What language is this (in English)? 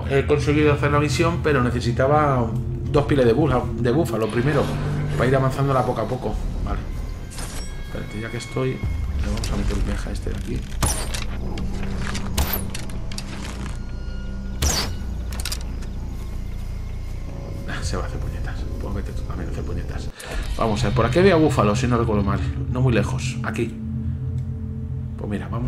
Spanish